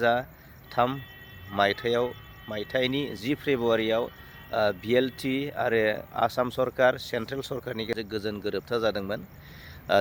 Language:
Bodo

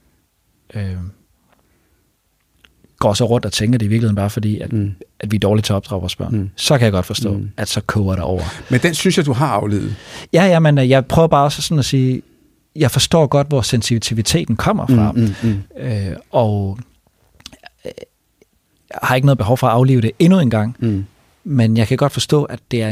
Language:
Danish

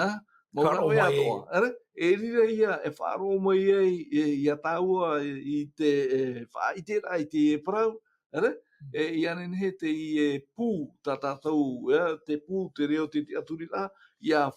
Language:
Tahitian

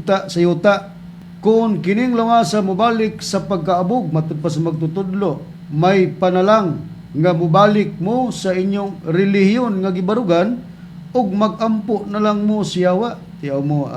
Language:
Cebuano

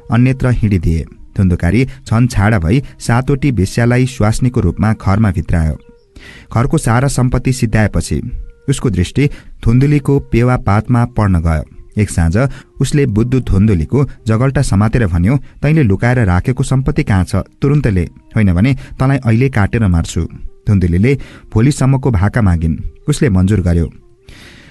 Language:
Nepali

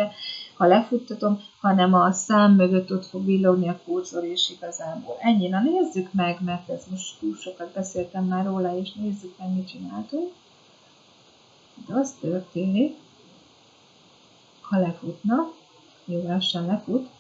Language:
Hungarian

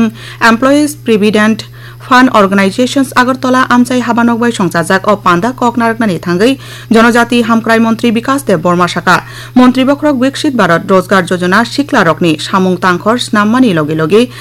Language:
Kok Borok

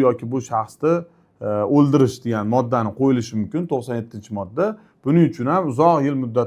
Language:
Uzbek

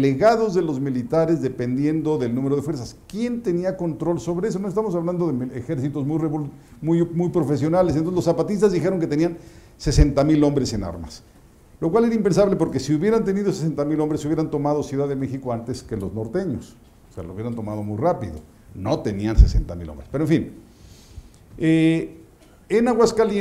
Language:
Spanish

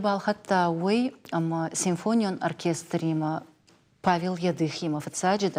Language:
Ossetic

